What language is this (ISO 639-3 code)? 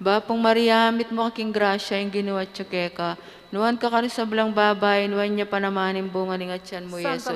pam